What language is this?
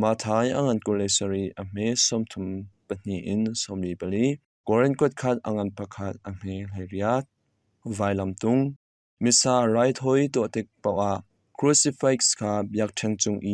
Hakha Chin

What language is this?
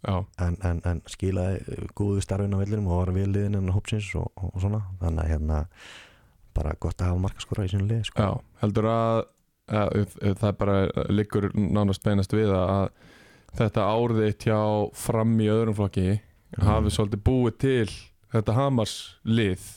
Icelandic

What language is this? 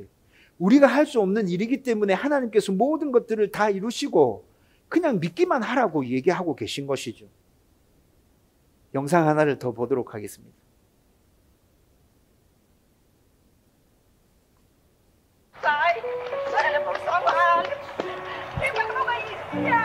Korean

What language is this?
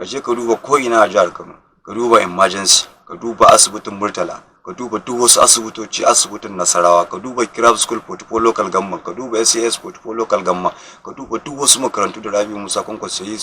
Hausa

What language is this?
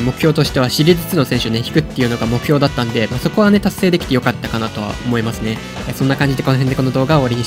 Japanese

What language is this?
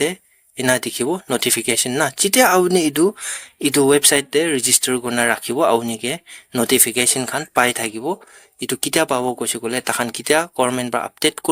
Naga Pidgin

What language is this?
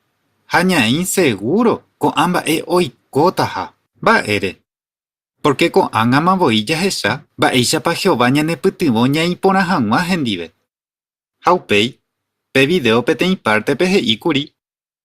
Guarani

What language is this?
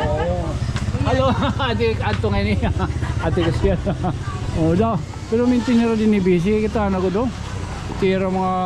Waray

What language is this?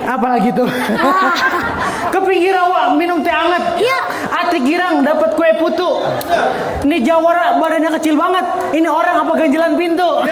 Betawi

